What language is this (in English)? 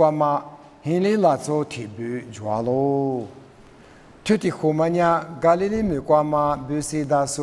Lisu